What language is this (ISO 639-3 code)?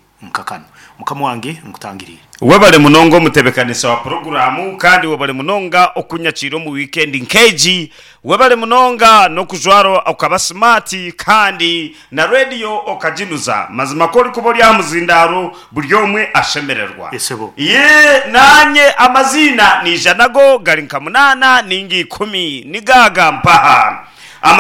nyn